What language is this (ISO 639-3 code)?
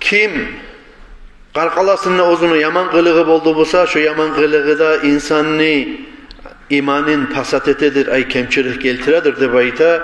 kum